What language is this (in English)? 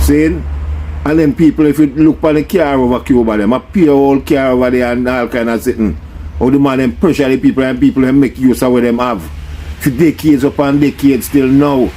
Jamaican Creole English